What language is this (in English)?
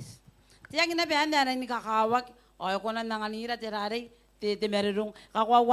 Gilbertese